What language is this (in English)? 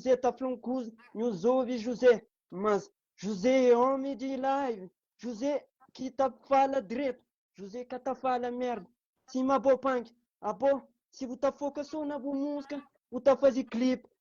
Kabuverdianu